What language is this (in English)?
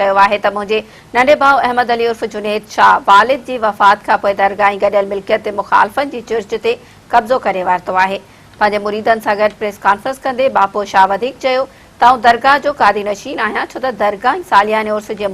Sindhi